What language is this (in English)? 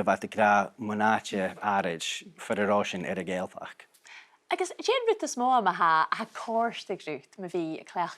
Scottish Gaelic